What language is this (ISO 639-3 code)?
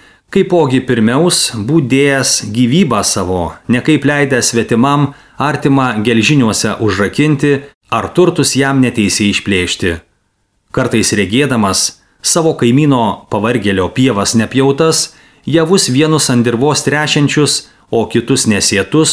lit